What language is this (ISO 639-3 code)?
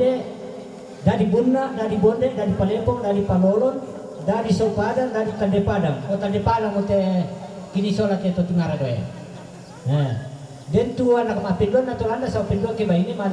sda